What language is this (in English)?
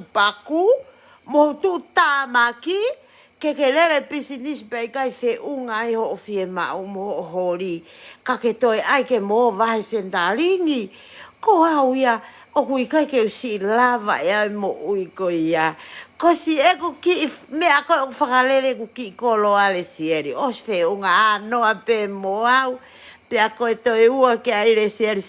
Tongan